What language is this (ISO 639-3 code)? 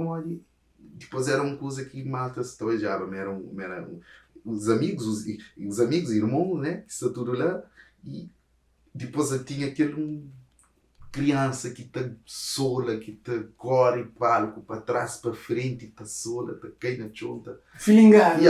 kea